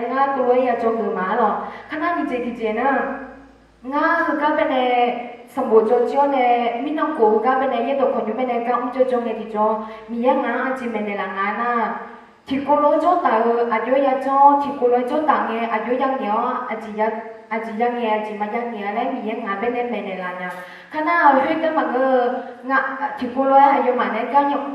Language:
Akha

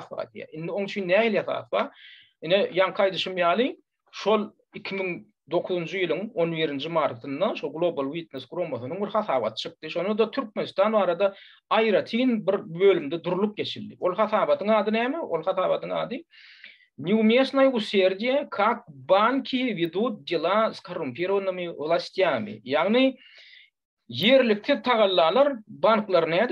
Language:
Turkmen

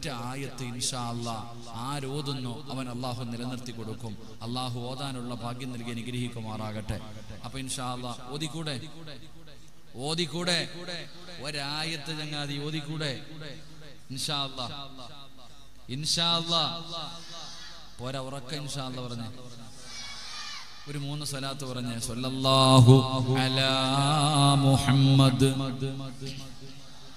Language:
Malayalam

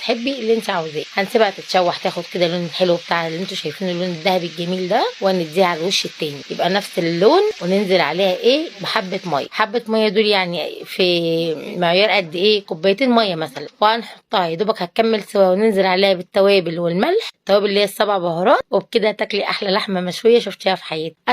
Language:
Egyptian Arabic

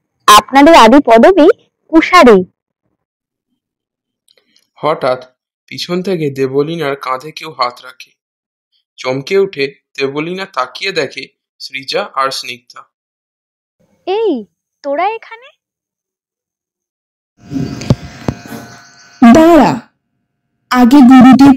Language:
Bangla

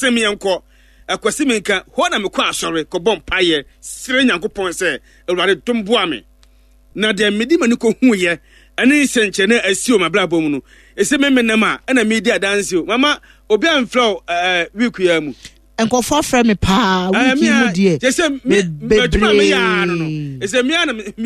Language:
Akan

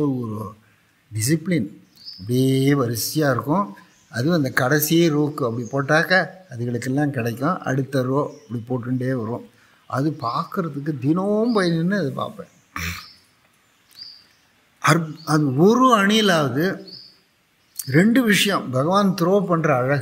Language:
Tamil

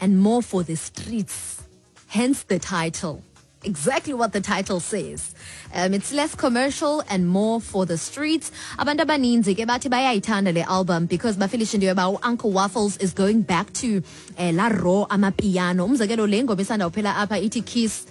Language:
Xhosa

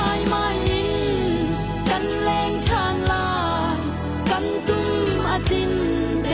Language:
Hakha Chin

